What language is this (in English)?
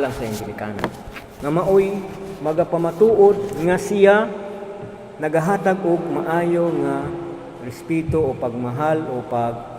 Cebuano